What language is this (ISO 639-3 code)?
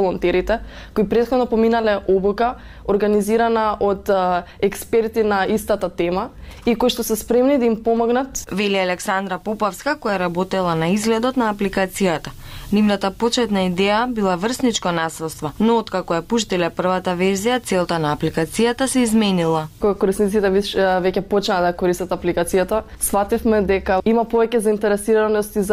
mkd